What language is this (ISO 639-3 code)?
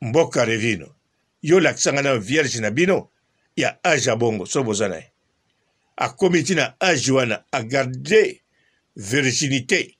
lin